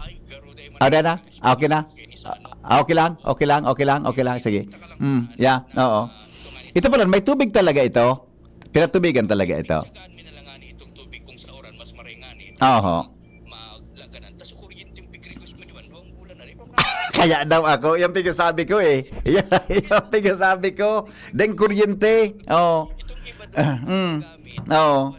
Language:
Bikol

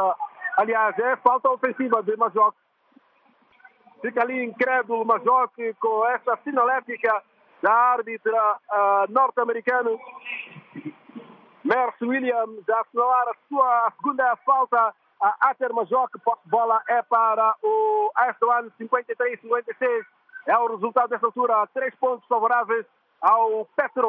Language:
Portuguese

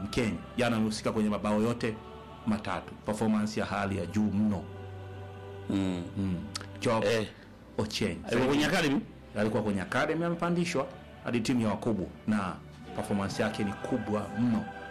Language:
Swahili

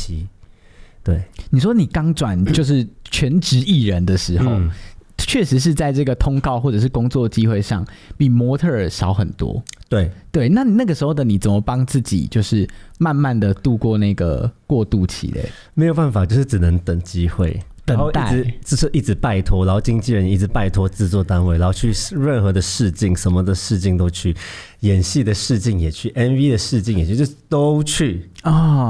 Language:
Chinese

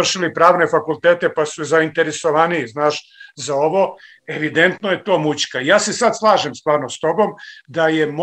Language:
Serbian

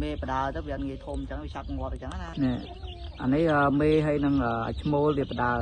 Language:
Khmer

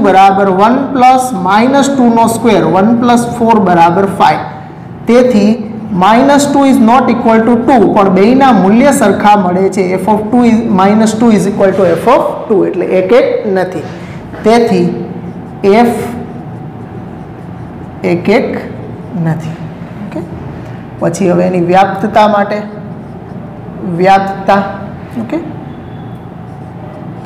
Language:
Gujarati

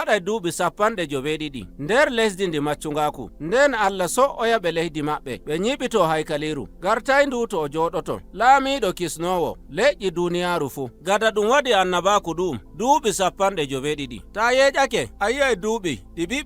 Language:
Nigerian Fulfulde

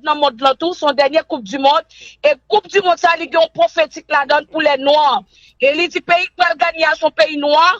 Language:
Haitian Creole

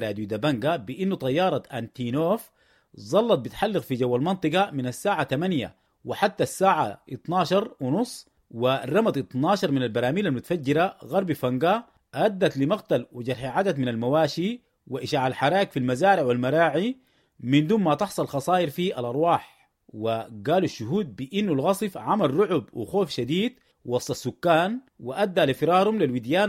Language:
Sudanese Arabic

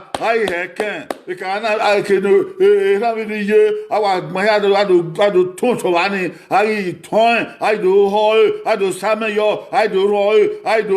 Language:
Bini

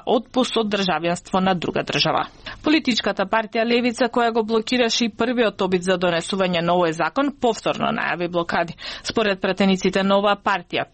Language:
Macedonian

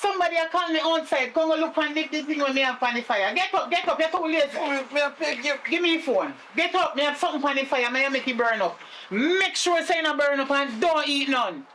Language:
Jamaican Creole English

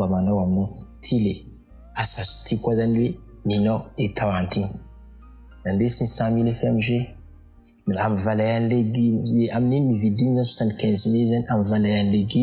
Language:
Malagasy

